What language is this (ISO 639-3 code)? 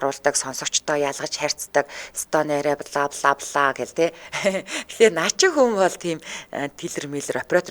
mon